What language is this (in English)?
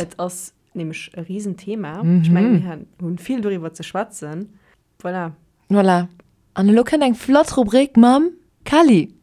Luxembourgish